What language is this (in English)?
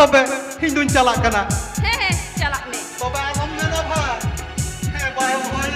Santali